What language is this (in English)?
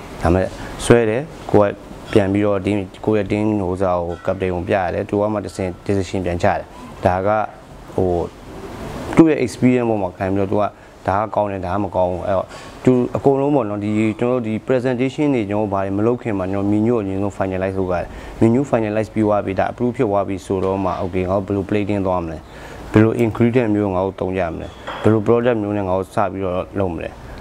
Burmese